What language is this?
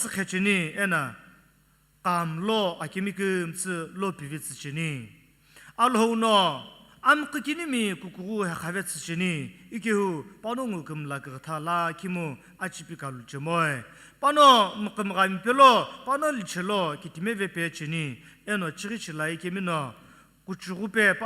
Sumi Naga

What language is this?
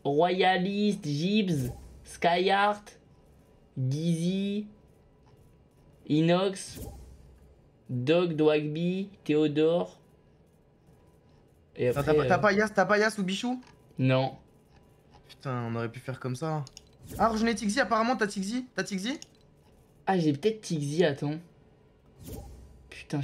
French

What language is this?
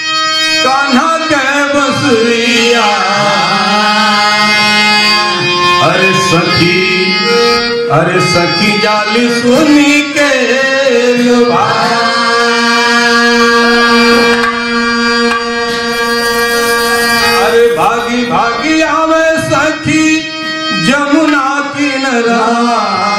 Hindi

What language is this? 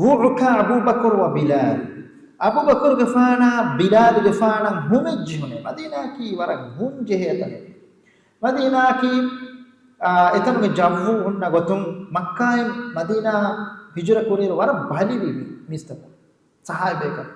Divehi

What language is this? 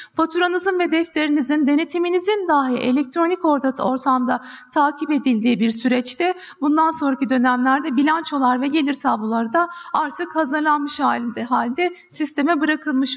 Turkish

